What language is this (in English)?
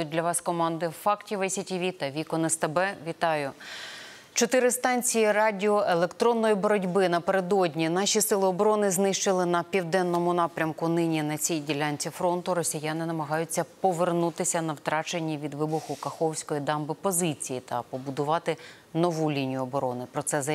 Ukrainian